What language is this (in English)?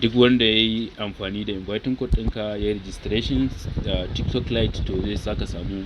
Hausa